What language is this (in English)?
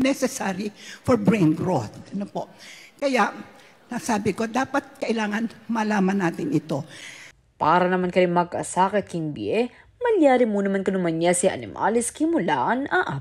Pampanga